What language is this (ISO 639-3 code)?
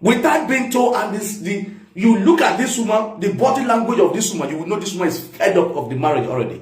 pcm